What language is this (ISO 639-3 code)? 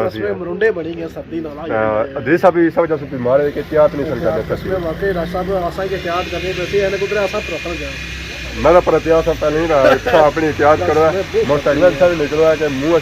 phr